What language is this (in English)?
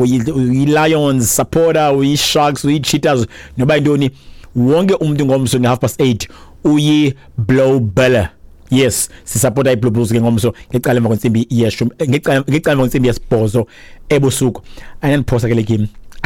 Xhosa